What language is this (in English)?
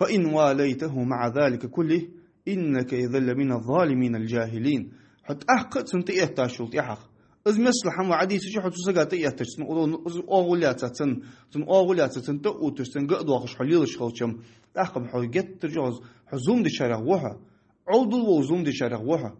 Ingush